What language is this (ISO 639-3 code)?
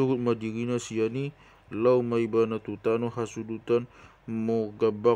bbc